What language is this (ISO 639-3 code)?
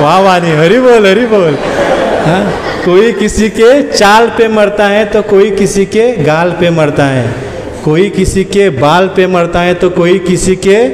kok